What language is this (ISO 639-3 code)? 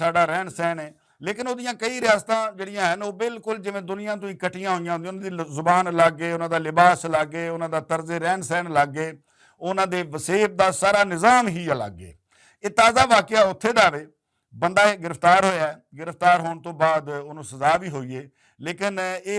lah